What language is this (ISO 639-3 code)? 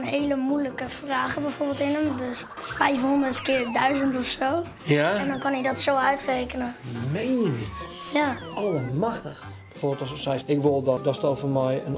fry